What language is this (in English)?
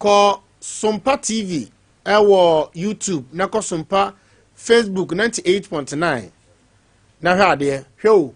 Akan